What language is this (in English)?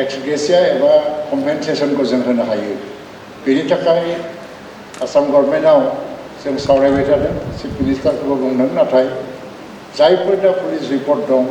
Bodo